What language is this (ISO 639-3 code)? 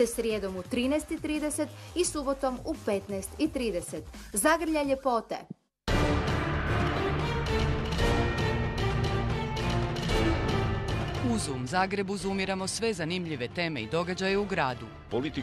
hrv